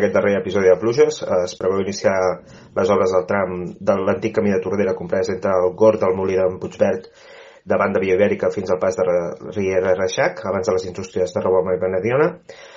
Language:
Catalan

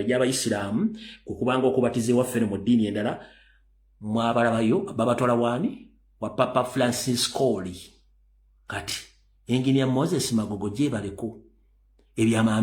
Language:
Ganda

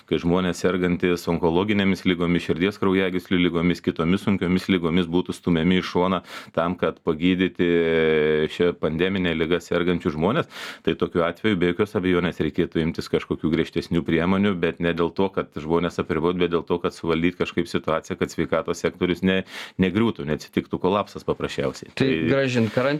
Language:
Lithuanian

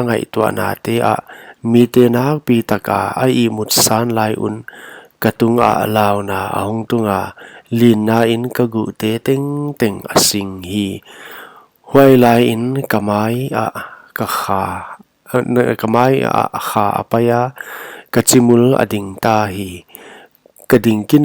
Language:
Paite Chin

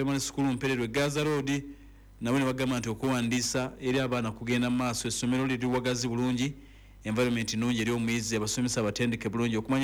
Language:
Ganda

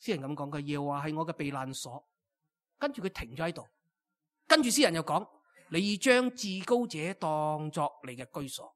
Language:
Cantonese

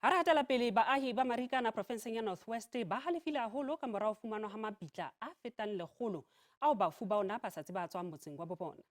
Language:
Southern Sotho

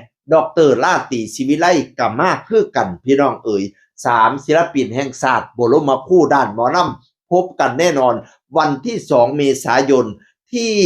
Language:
Northeastern Thai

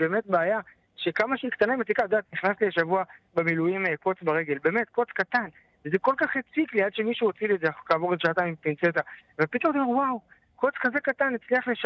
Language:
Hebrew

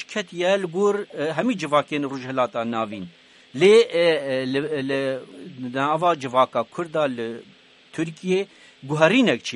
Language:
Kurdish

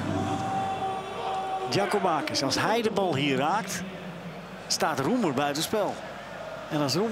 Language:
Dutch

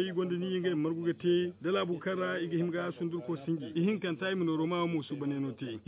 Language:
Zarma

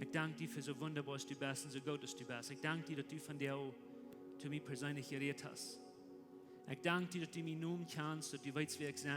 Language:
Plautdietsch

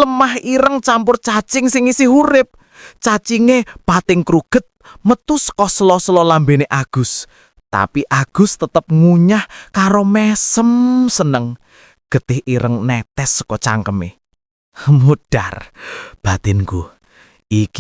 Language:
Javanese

